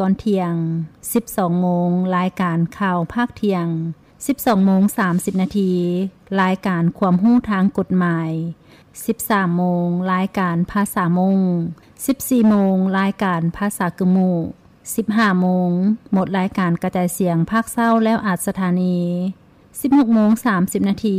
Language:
Lao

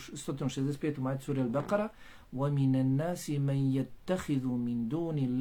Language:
Bosnian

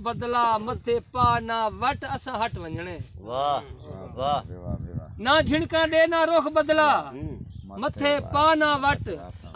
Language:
Saraiki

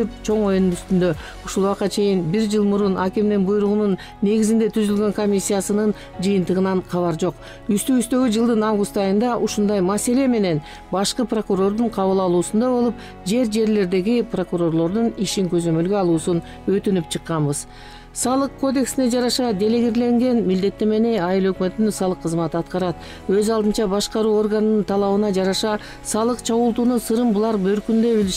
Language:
Kyrgyz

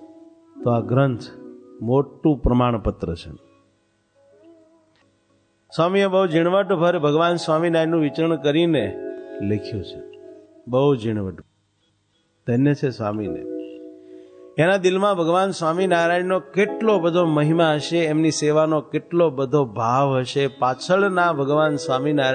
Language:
Gujarati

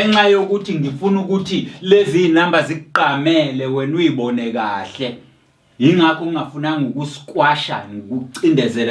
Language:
Zulu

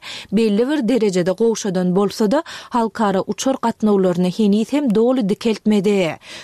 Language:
Turkmen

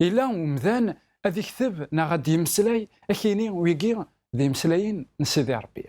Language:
Kabyle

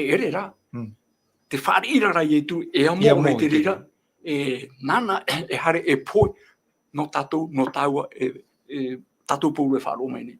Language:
Tahitian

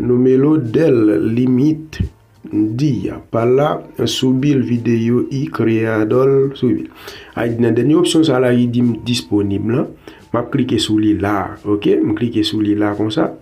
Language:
Haitian Creole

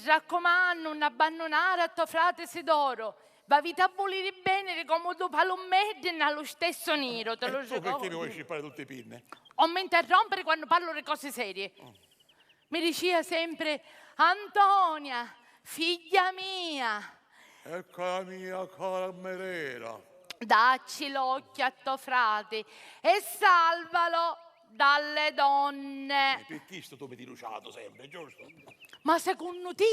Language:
Sicilian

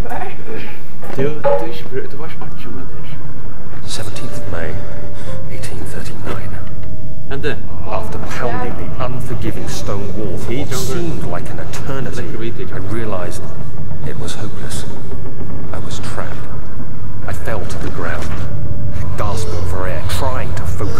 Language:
Faroese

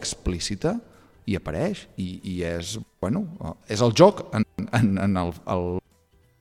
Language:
Catalan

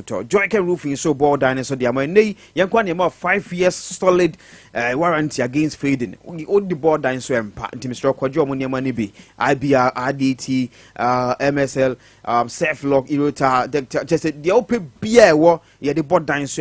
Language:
Akan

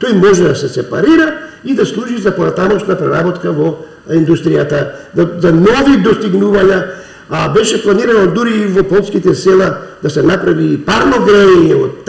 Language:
Macedonian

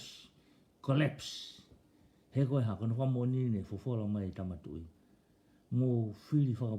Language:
Tongan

